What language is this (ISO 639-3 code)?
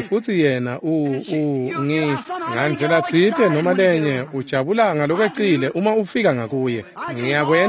ssw